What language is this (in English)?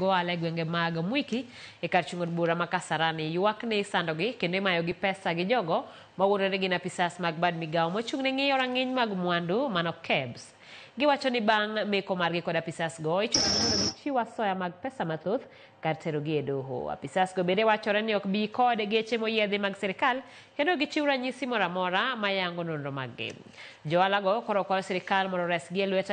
Luo (Kenya and Tanzania)